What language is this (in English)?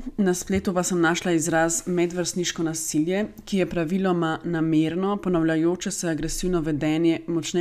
Slovenian